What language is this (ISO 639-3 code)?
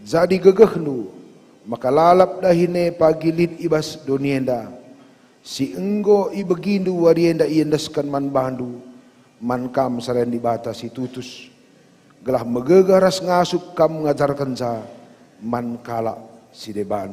btx